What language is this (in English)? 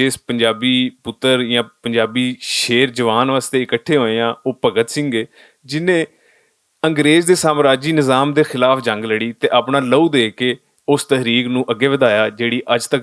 Western Panjabi